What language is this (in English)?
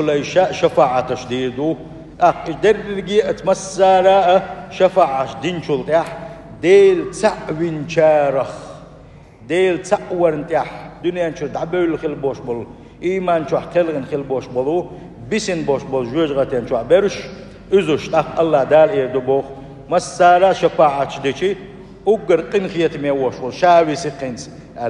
Chechen